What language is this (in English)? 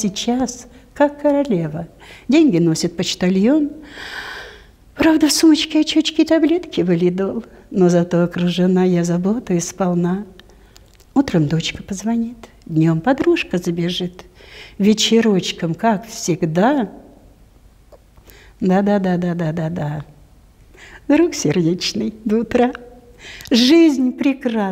Russian